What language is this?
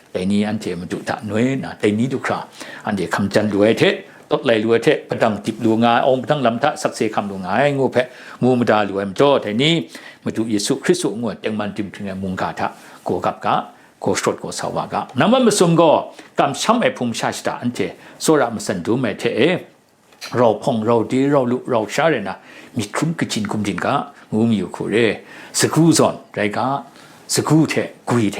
Kachin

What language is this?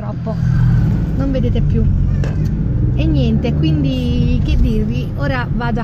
Italian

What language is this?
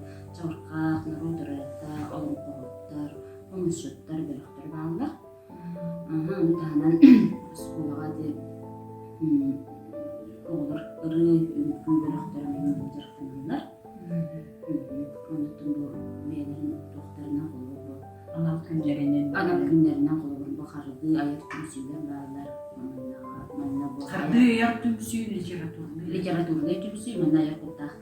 Yakut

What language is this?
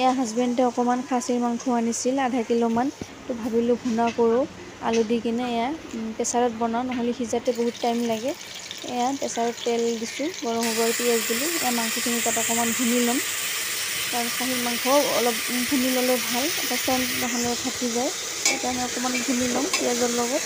Assamese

